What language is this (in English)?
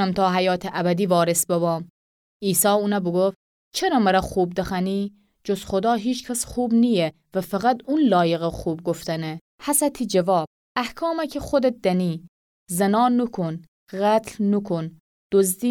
Gilaki